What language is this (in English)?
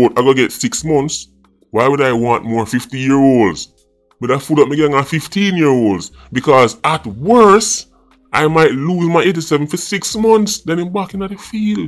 Jamaican Creole English